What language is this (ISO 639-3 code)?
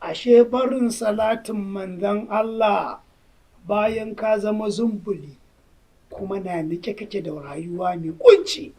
hau